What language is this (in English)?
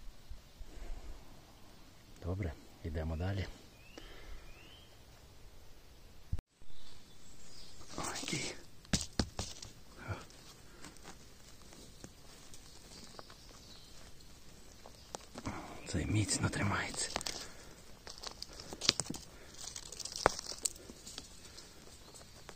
Ukrainian